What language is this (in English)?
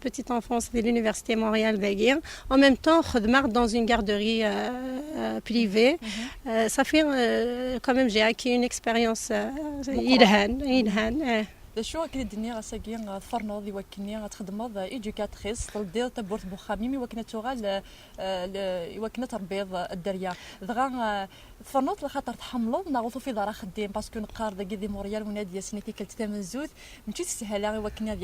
Kabyle